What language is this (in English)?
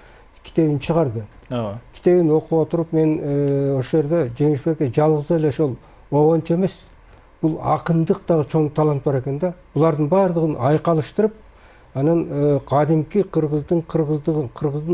Kyrgyz